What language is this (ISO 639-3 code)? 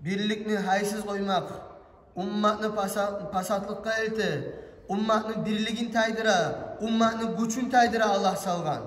kum